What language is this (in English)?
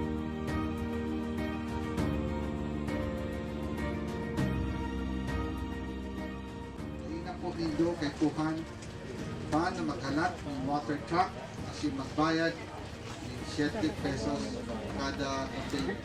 Bikol